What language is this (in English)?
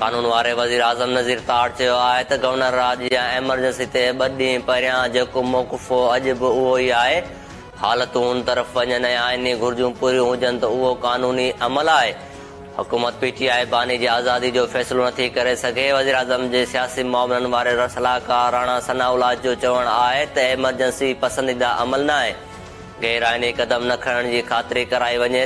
Sindhi